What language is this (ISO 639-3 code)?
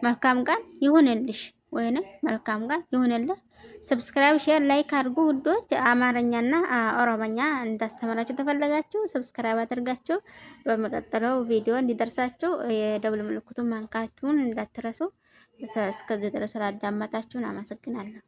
amh